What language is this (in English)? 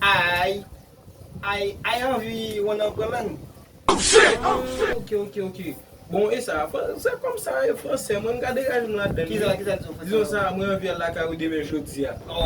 Haitian Creole